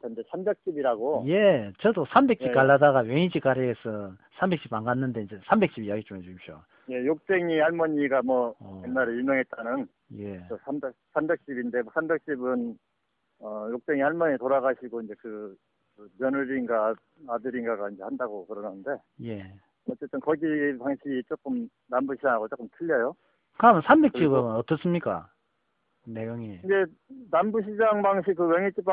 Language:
Korean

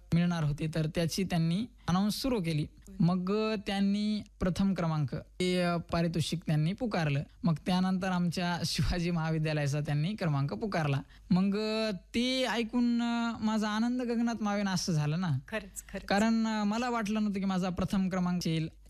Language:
Marathi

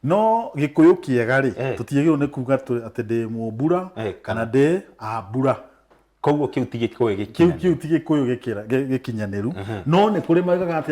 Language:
Kikuyu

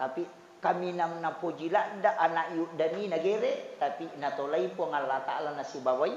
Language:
Buginese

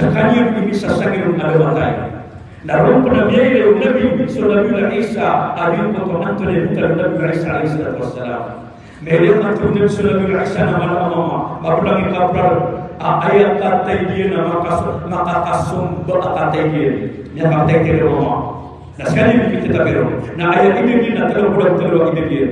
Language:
Maranao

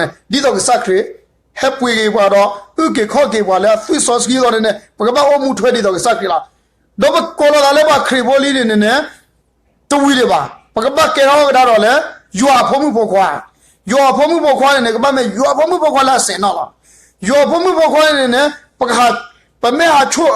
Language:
S'gaw Karen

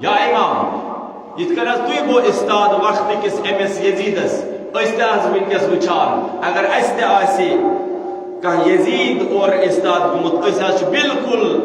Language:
Kashmiri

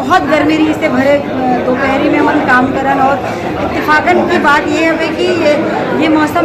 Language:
Chhattisgarhi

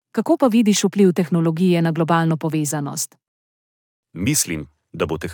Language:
Slovenian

